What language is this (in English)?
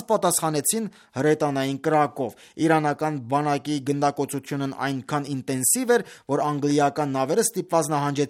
Armenian